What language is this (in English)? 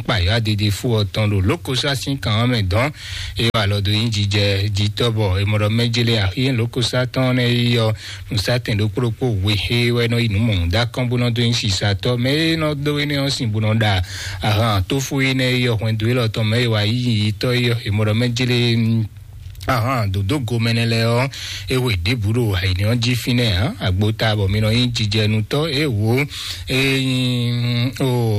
Fon